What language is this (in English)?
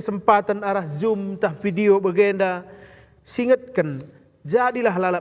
Batak Karo